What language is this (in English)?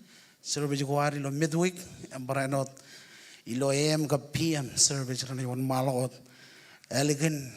Marshallese